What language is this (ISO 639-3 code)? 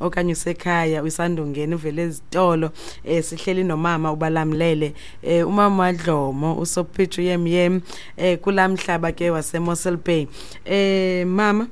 xho